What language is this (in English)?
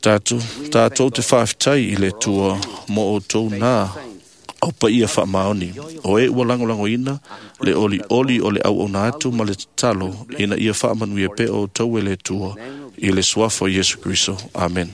Samoan